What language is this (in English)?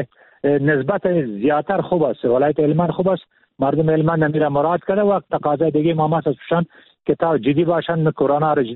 Persian